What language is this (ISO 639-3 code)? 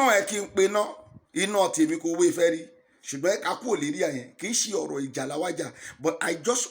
yor